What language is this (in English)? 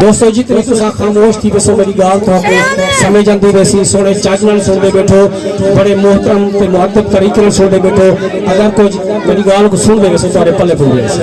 Saraiki